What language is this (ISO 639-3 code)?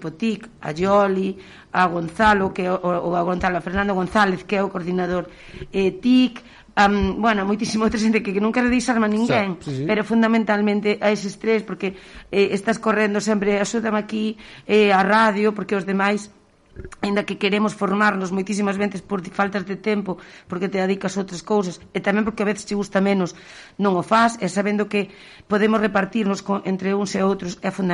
glg